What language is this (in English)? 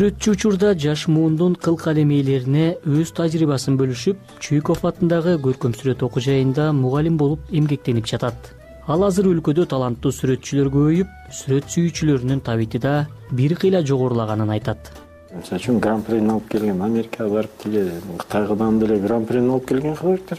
Kyrgyz